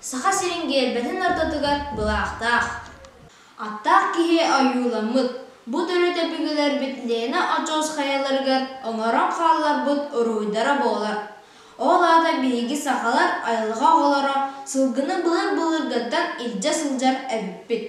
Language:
Yakut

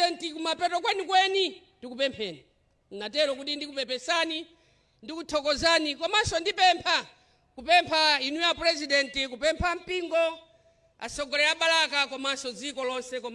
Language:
Nyanja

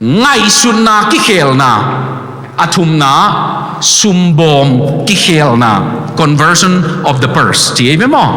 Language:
Tedim Chin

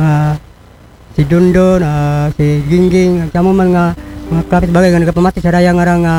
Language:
Aklanon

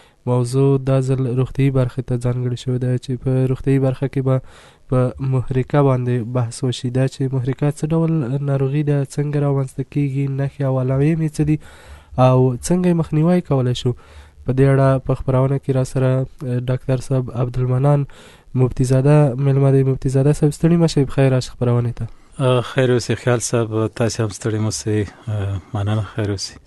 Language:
Pashto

